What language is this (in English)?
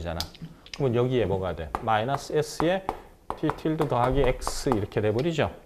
Korean